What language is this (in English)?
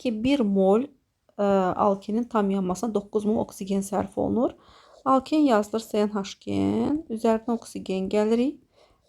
Azerbaijani